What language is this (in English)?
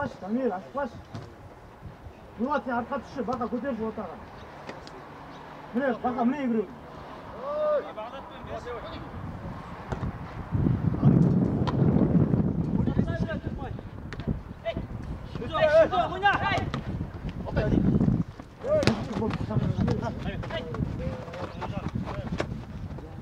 Kazakh